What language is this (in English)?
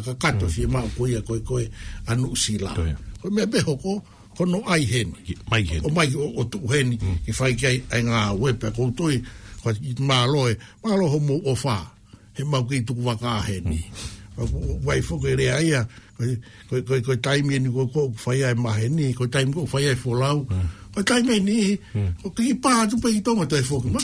Tongan